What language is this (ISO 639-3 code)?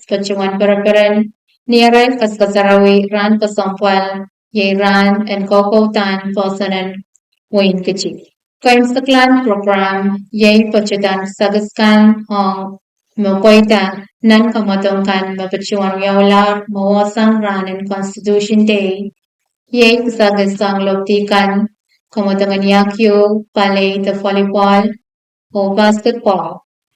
pon